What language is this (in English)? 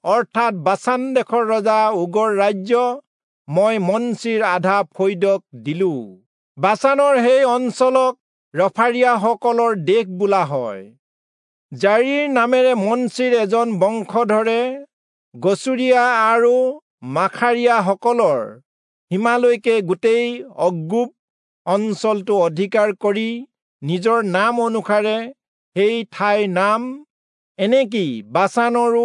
Assamese